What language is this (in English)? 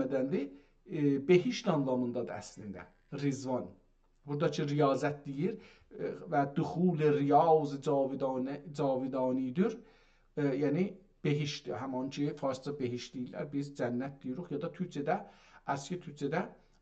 South Azerbaijani